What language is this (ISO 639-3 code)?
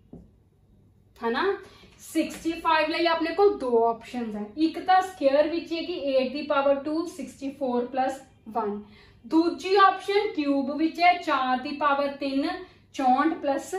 pan